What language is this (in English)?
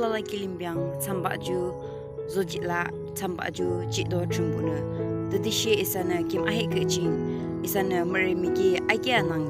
Yimchungru Naga